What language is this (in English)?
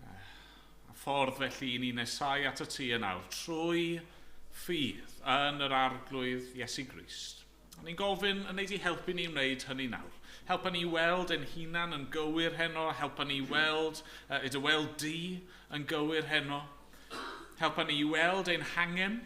Welsh